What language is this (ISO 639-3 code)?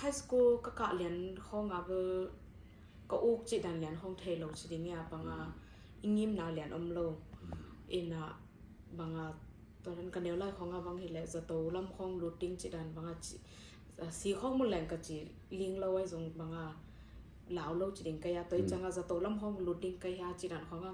ctd